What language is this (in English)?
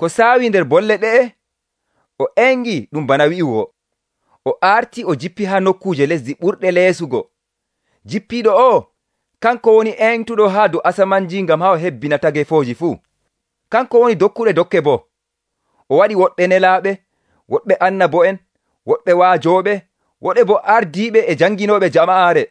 Nigerian Fulfulde